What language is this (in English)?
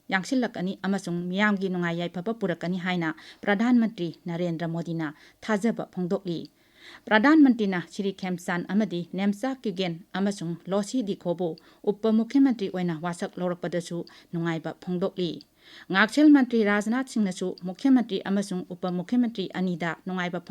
Manipuri